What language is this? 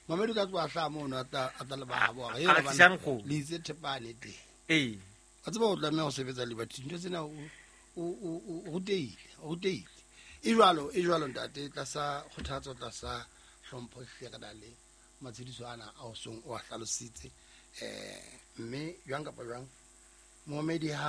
Southern Sotho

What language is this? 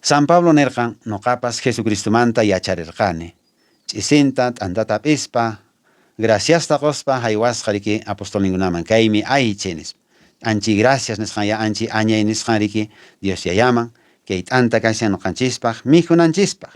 Quechua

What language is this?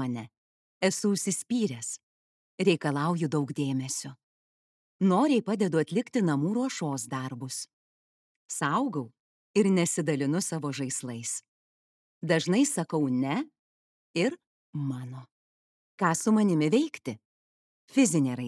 Lithuanian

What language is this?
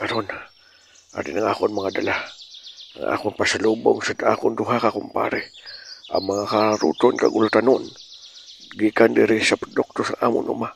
Hiligaynon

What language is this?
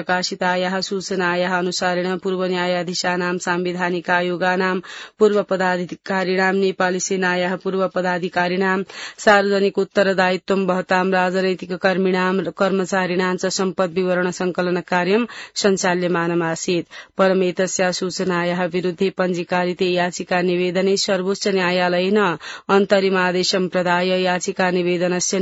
Sanskrit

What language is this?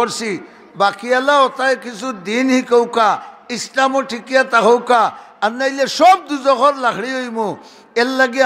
Sylheti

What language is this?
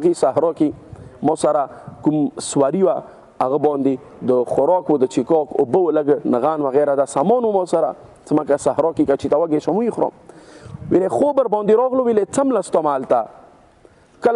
Pashto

